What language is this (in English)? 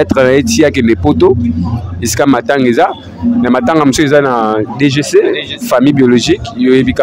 Lingala